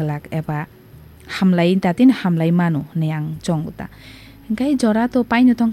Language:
Kok Borok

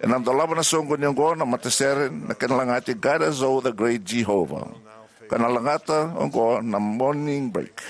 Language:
Fijian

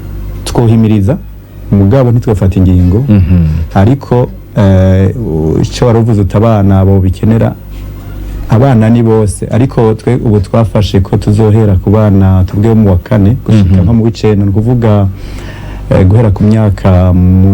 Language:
Rundi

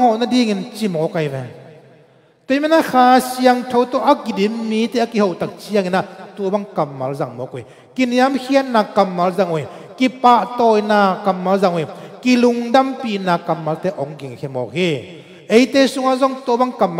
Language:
Tedim Chin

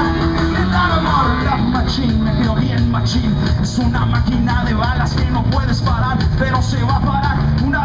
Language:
Spanish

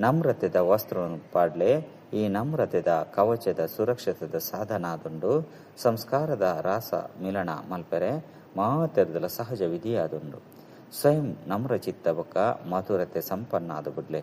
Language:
Tulu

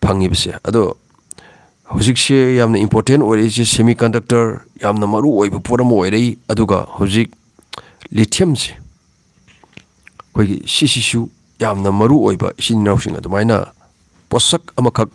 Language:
Manipuri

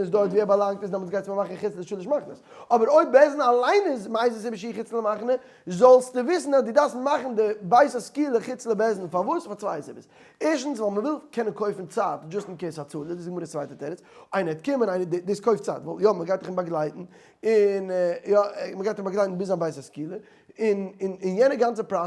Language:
Yiddish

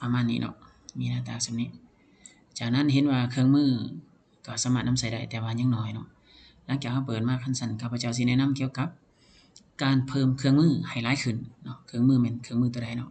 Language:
Lao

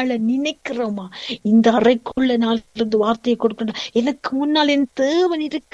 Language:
Tamil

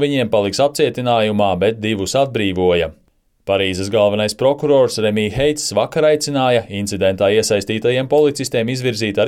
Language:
Latvian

